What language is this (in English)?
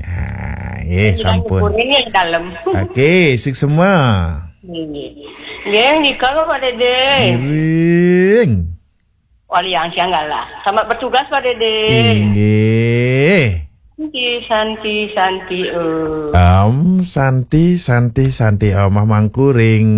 Balinese